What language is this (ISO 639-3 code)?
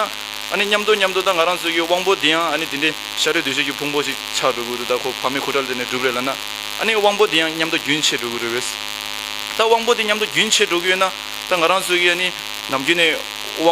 bod